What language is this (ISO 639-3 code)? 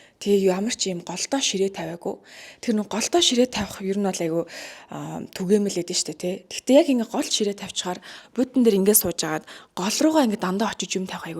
mon